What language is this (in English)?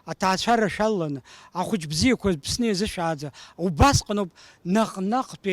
Abkhazian